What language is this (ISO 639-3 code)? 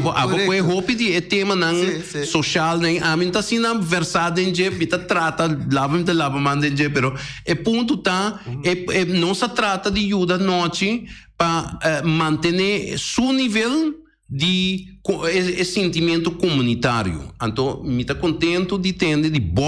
pap